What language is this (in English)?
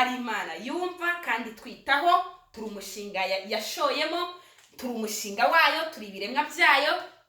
Kinyarwanda